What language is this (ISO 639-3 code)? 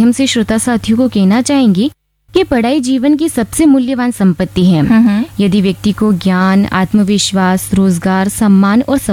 hin